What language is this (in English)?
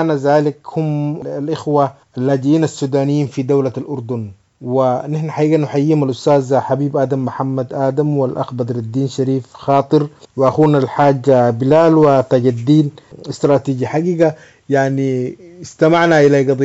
Sudanese Arabic